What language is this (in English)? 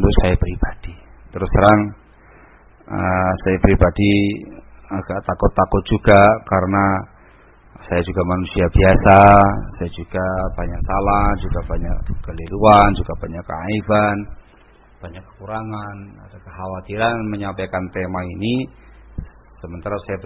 Indonesian